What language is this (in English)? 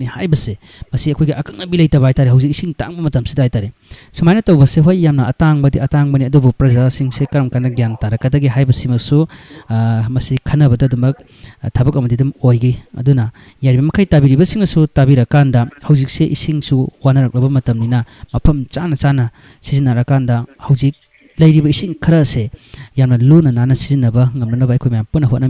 Manipuri